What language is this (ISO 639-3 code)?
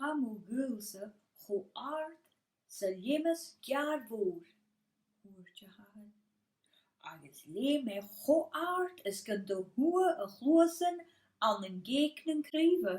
gla